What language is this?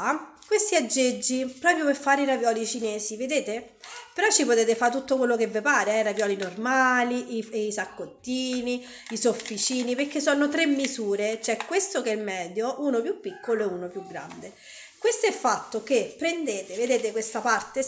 Italian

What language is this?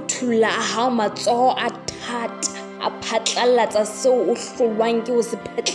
Southern Sotho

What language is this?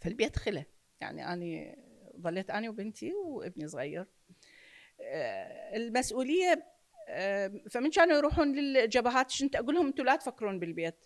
Mesopotamian Arabic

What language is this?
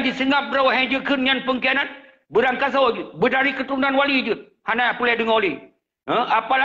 Achinese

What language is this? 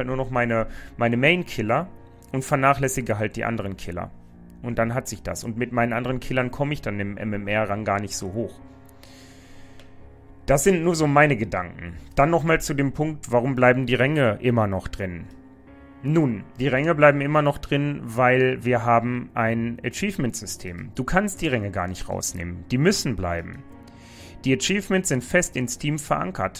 German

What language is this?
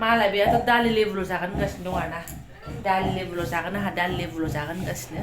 Bodo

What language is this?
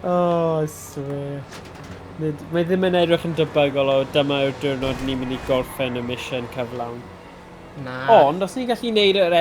Welsh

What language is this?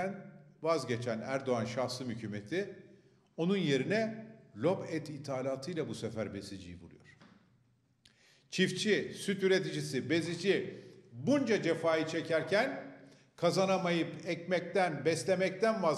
Turkish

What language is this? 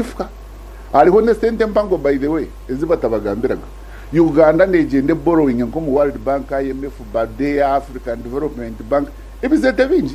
Nyankole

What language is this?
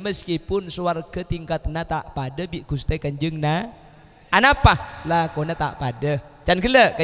Madurese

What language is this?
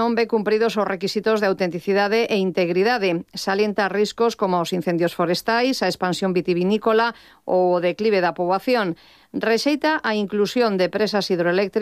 Galician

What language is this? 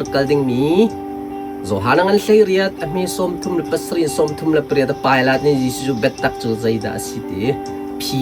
Hakha Chin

